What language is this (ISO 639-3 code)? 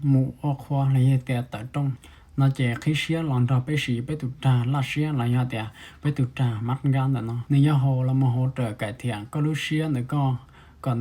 hmn